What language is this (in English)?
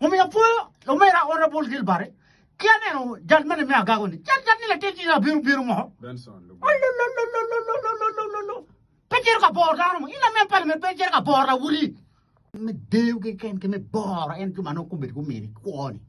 Acoli